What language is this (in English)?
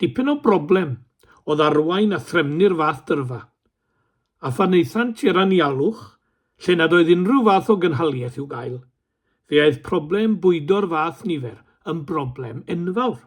Welsh